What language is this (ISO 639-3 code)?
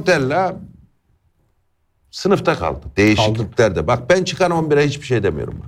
tur